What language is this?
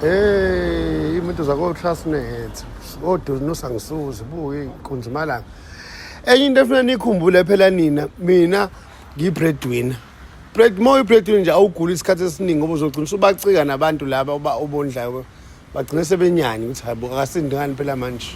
Zulu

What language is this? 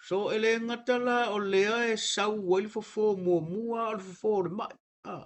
Samoan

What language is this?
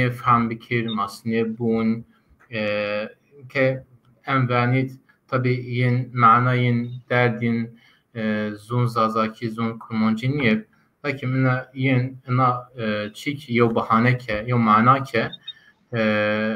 Zaza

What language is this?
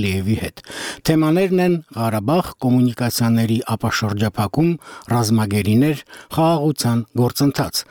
Armenian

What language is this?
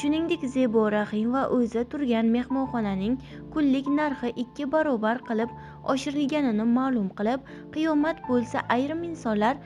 Uzbek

